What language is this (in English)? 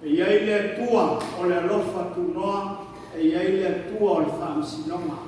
Samoan